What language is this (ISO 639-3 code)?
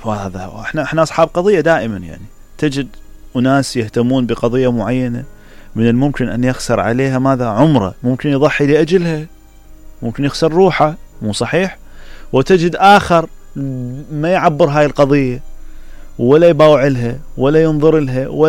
acm